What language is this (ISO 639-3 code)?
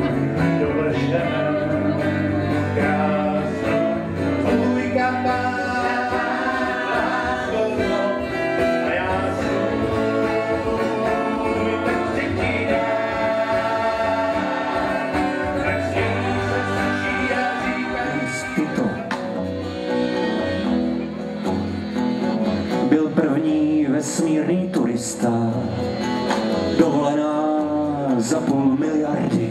ces